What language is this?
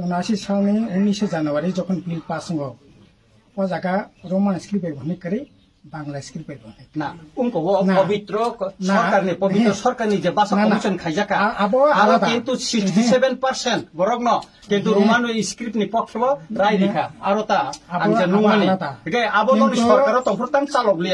Riang (India)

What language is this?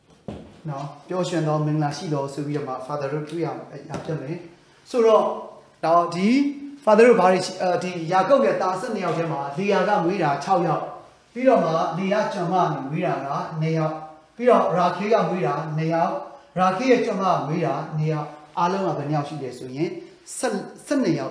Burmese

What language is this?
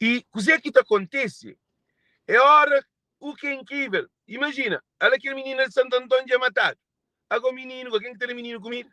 Kabuverdianu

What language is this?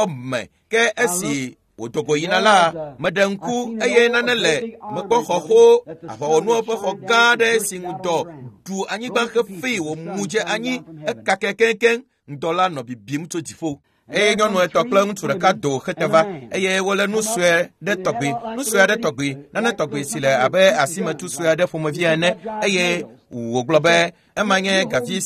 Ewe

